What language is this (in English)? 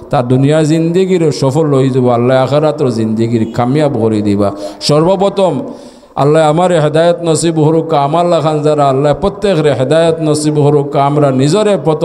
Sylheti